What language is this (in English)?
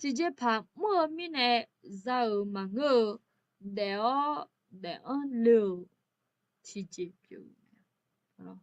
Akha